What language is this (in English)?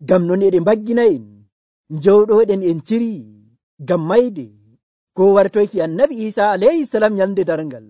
Nigerian Fulfulde